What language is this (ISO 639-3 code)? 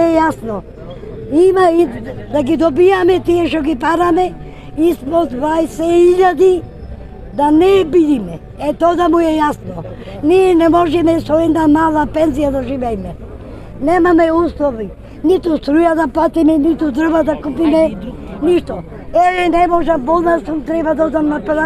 mkd